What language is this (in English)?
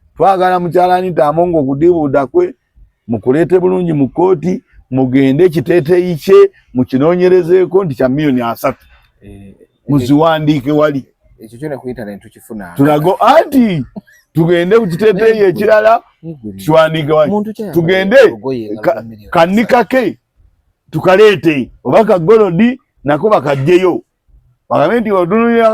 Ganda